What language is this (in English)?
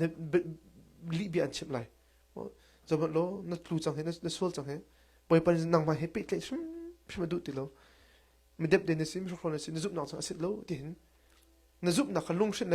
Hakha Chin